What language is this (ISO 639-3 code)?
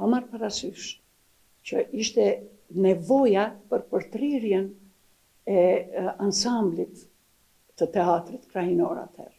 sqi